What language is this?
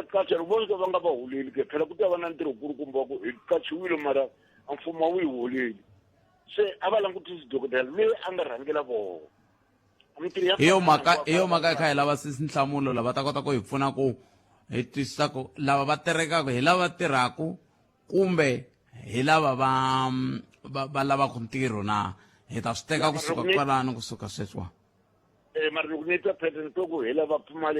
Tsonga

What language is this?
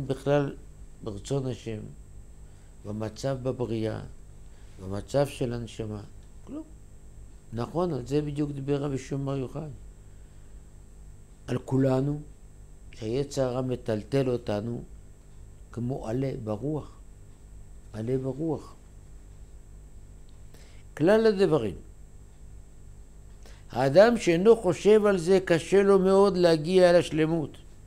Hebrew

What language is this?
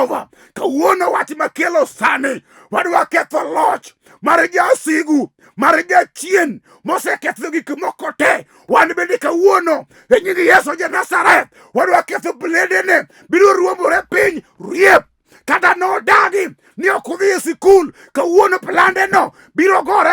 Luo (Kenya and Tanzania)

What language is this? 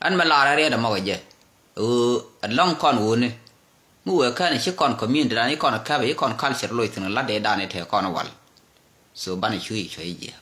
Nuer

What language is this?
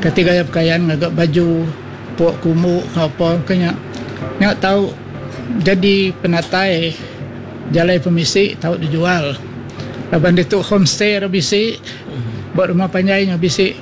Iban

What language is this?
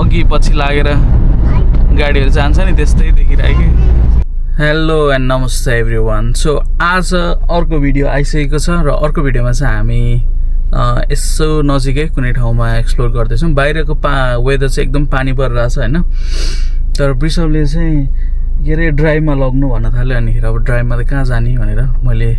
Nepali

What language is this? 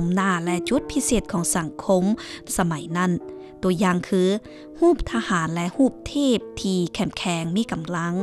Lao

